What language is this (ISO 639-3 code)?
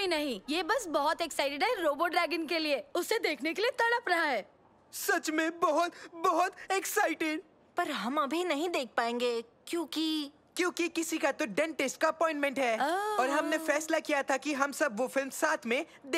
hin